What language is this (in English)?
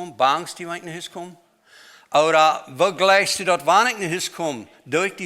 Plautdietsch